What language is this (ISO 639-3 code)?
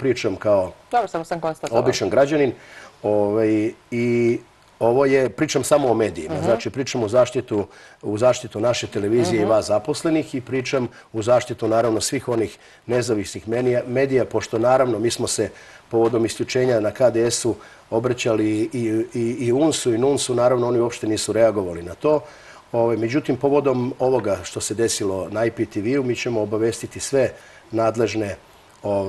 srp